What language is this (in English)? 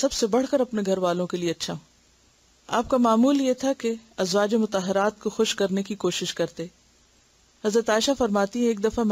Urdu